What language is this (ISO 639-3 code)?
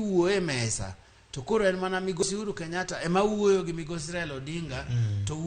luo